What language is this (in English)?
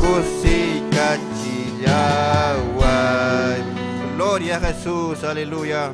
Ayacucho Quechua